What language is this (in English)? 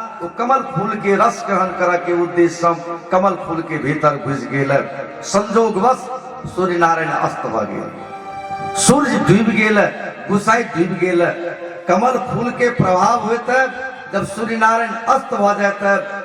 Maithili